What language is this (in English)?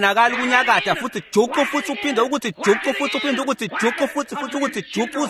Swati